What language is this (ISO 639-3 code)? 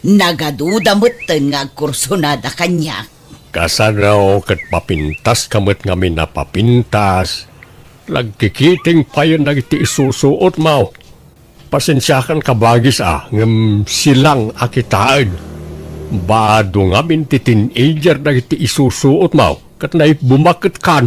ilo